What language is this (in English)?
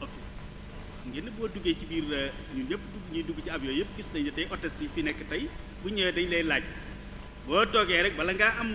Wolof